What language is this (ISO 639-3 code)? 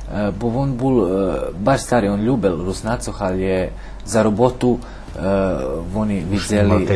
rue